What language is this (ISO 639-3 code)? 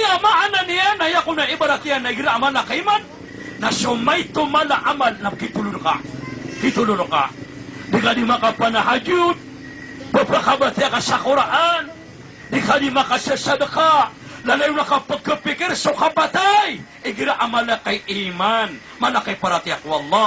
mrw